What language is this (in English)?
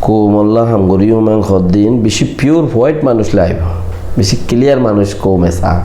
Rohingya